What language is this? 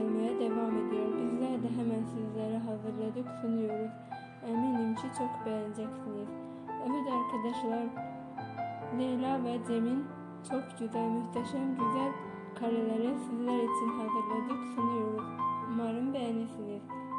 Turkish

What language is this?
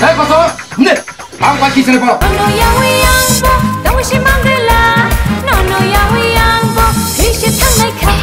Kok Borok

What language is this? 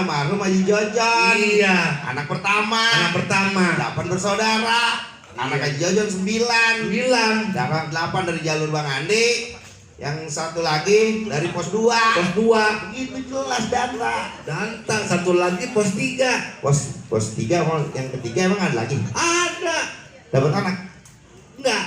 Betawi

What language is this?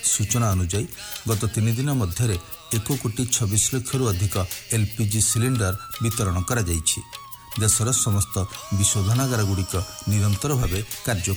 Odia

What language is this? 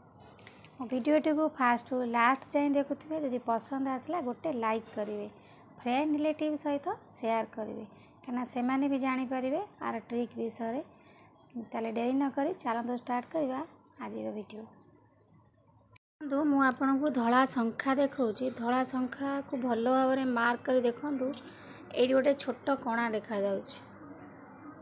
Odia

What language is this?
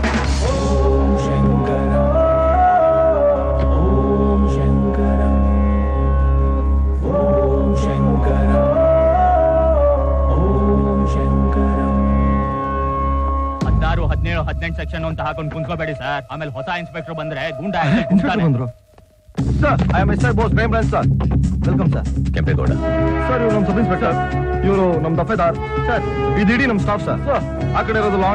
Kannada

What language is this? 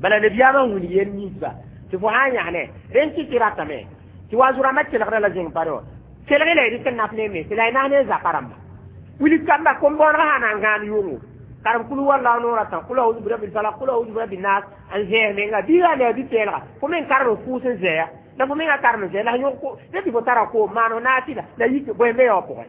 Mossi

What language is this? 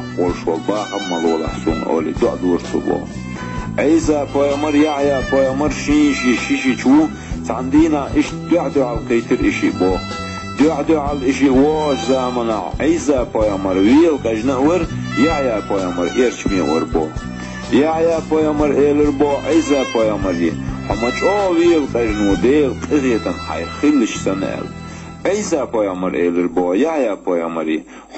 Chechen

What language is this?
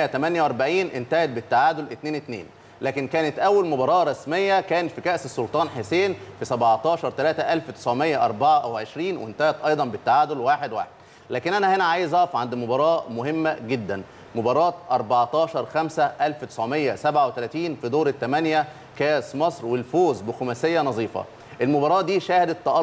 Egyptian Arabic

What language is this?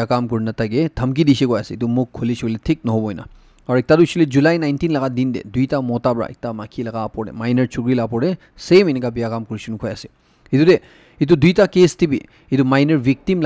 Naga Pidgin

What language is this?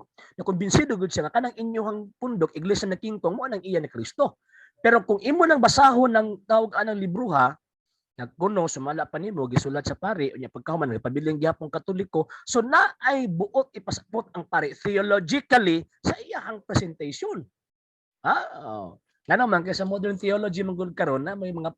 Cebuano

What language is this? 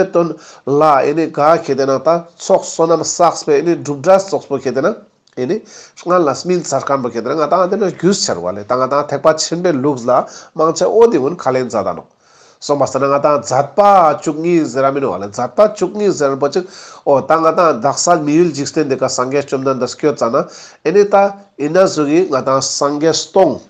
Ladakhi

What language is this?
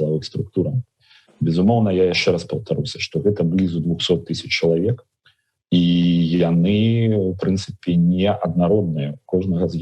Belarusian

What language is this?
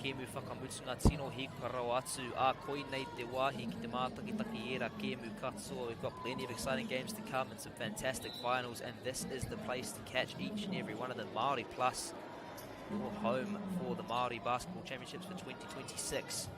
Māori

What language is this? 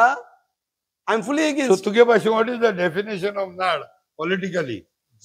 Konkani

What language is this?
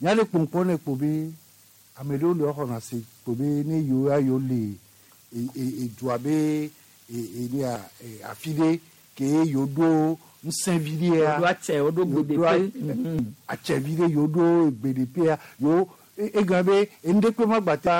Gen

